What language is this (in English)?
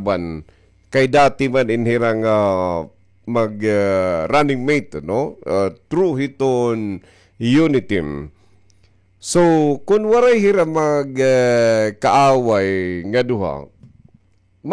Waray